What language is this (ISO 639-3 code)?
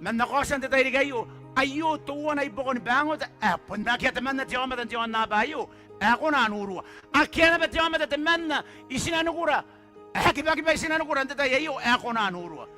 gil